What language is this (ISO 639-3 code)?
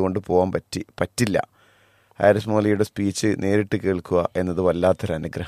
mal